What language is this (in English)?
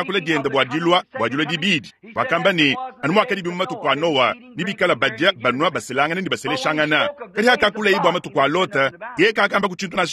Luba-Lulua